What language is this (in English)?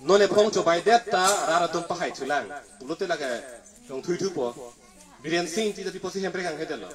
Karbi